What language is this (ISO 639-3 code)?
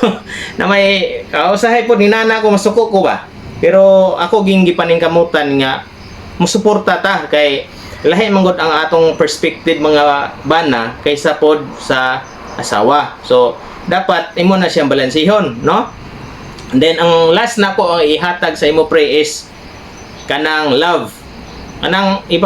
ceb